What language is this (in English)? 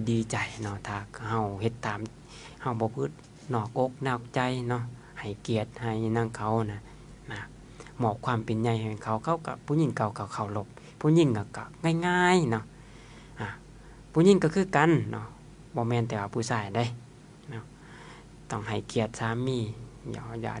Lao